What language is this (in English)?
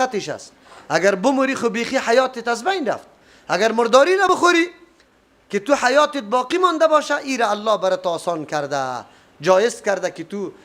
Persian